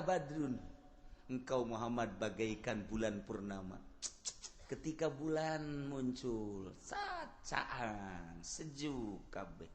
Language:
Sundanese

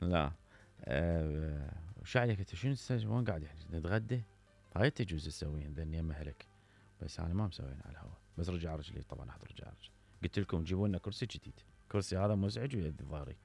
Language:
Mesopotamian Arabic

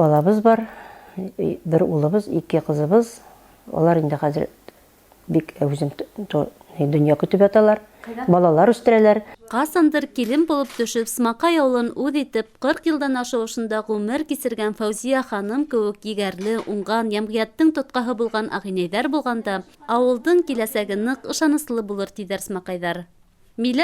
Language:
Bashkir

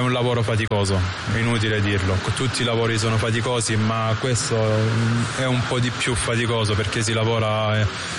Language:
Italian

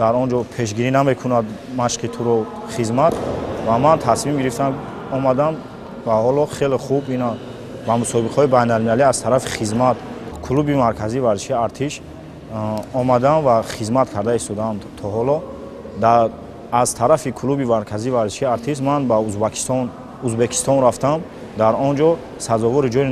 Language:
Tajik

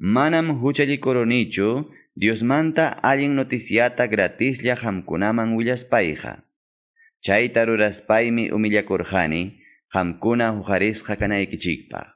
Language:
Quechua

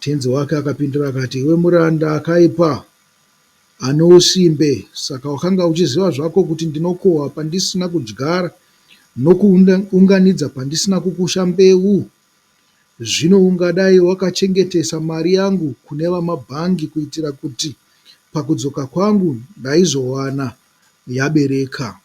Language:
Shona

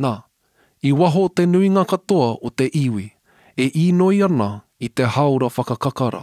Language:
Māori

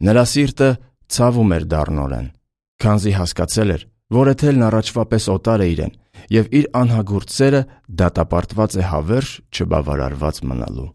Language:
Armenian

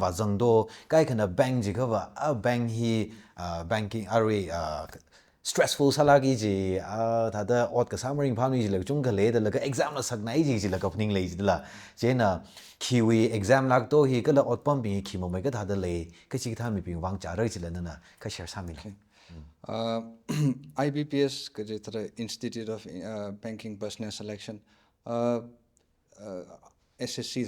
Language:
Tangkhul Naga (India)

